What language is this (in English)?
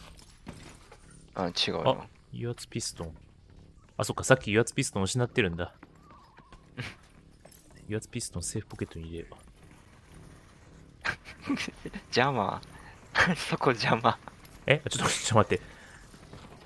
Japanese